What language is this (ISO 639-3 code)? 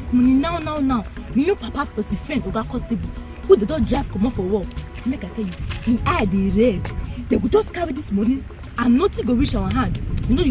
pcm